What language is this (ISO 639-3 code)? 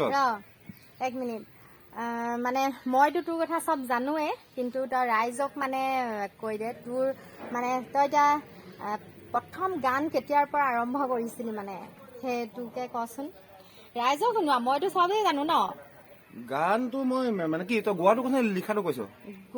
asm